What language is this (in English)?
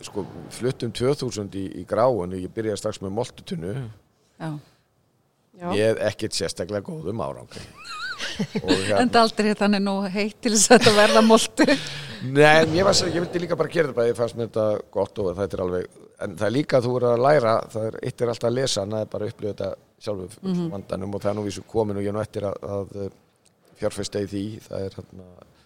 Icelandic